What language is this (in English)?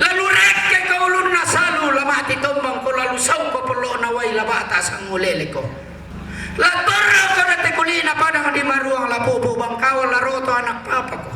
Toraja-Sa'dan